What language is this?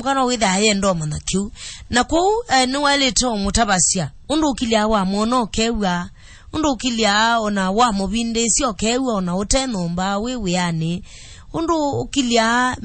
Kamba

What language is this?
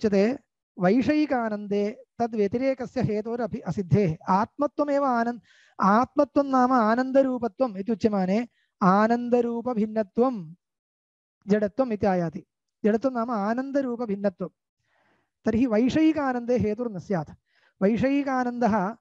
Sanskrit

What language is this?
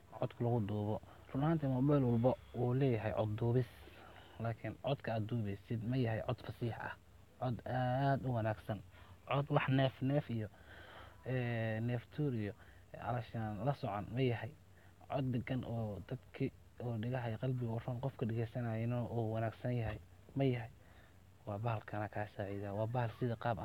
Somali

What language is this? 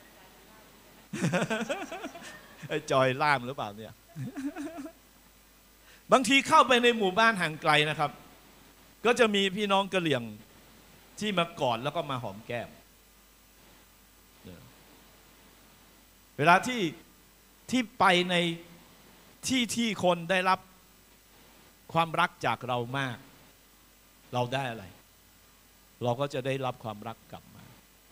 Thai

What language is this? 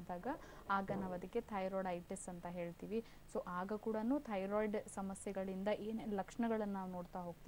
Kannada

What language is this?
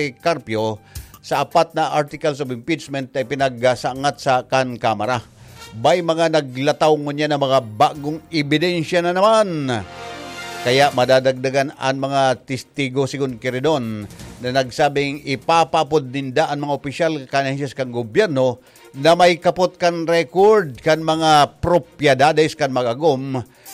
Bikol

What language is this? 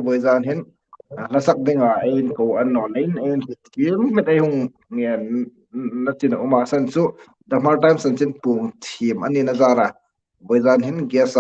Hmar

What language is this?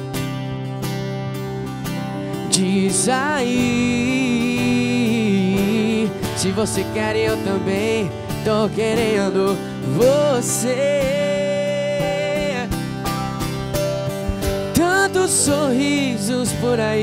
Portuguese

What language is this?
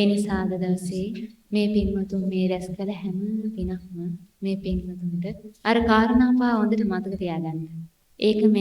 Sinhala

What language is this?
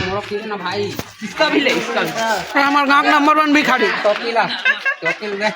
Chhattisgarhi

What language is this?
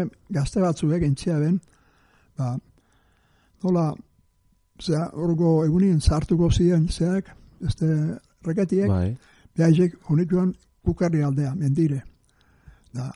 Basque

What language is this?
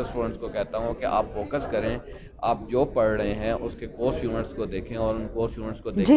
Hindi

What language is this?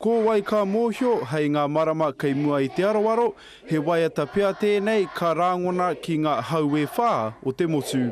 Māori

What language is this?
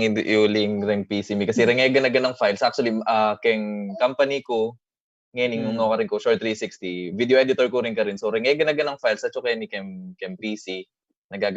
Pampanga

